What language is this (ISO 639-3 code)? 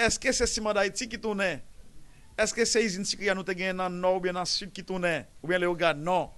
hat